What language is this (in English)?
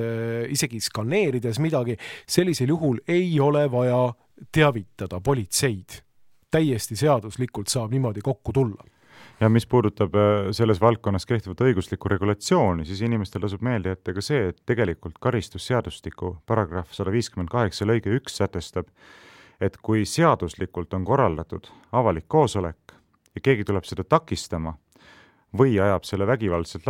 Estonian